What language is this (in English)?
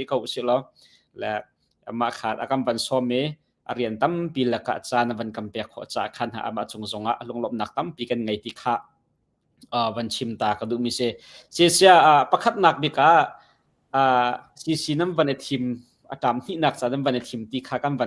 Hakha Chin